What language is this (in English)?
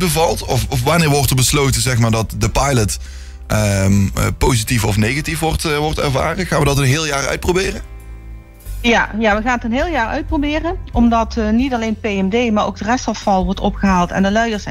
Dutch